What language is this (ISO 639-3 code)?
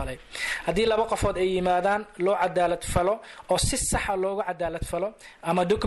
som